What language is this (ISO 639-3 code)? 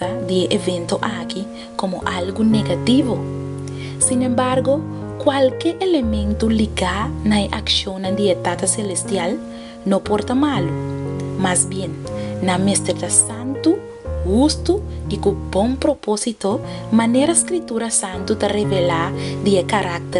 pap